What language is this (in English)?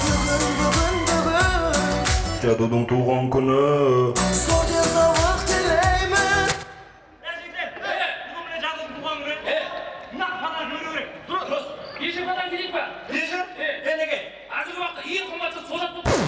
Kara-Kalpak